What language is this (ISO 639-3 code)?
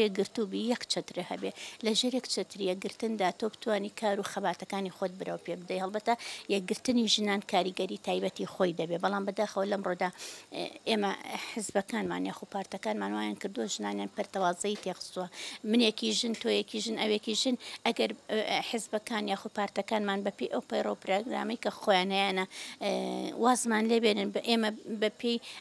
ckb